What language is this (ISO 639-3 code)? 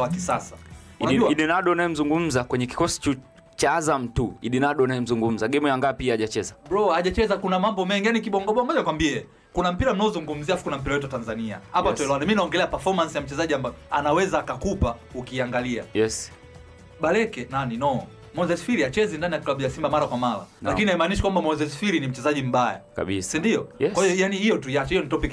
swa